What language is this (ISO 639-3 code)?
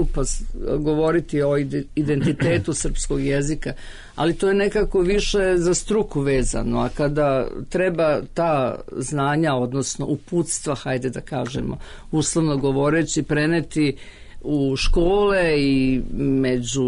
srp